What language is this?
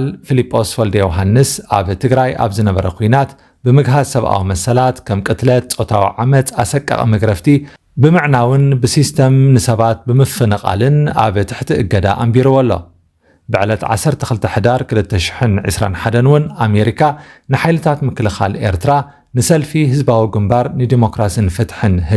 Tigrinya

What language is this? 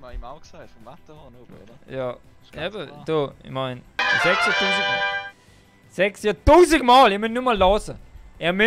Swiss German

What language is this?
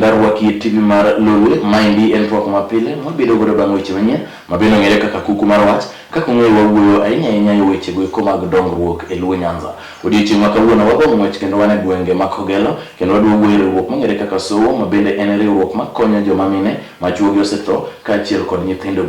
Luo (Kenya and Tanzania)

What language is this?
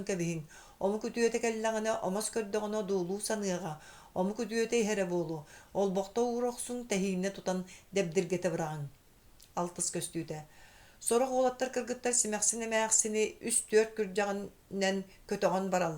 Yakut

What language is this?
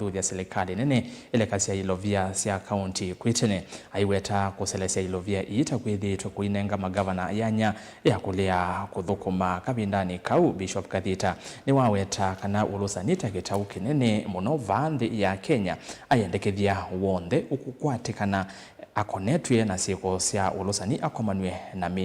Kamba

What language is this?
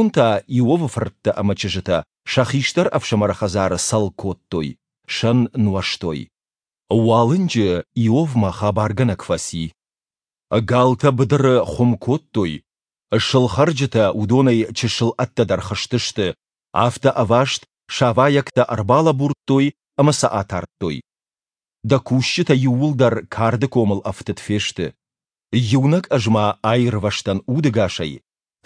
Ossetic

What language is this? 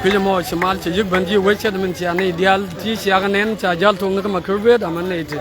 Nuer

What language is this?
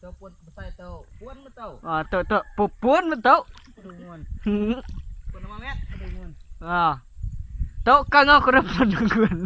Iban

